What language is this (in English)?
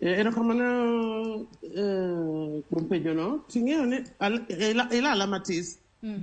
Luo (Kenya and Tanzania)